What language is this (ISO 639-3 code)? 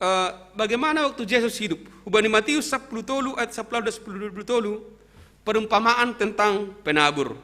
bts